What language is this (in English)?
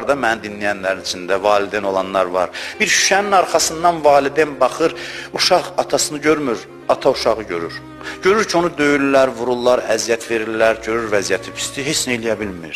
Azerbaijani